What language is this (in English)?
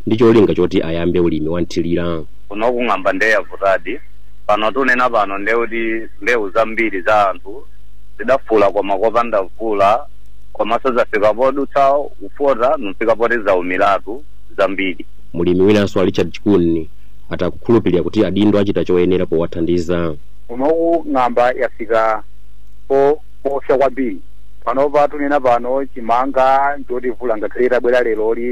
Nyanja